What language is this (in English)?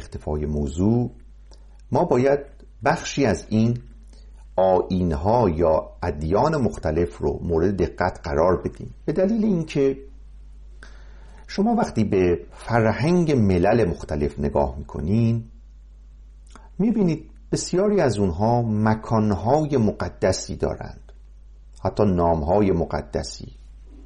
Persian